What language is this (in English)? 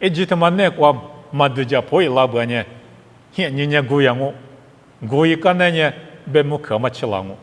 Lisu